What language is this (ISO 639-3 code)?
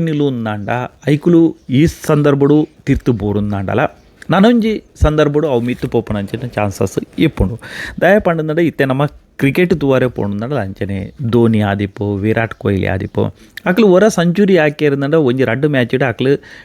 tcy